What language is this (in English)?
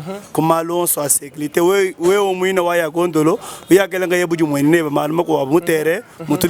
Luba-Lulua